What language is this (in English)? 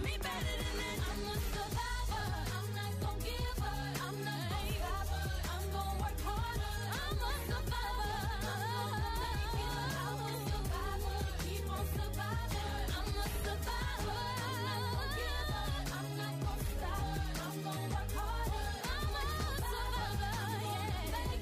English